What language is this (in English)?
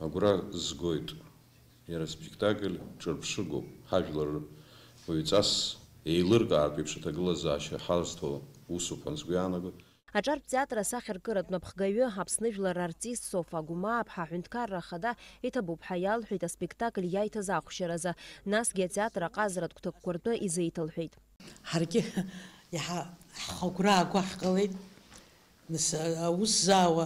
Abkhazian